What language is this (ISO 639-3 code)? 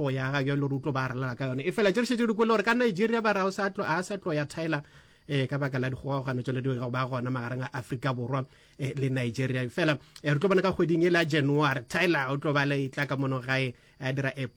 nso